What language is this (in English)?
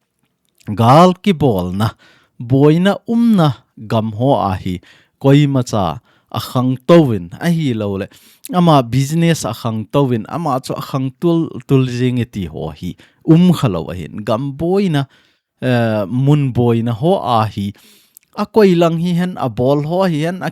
Thado Chin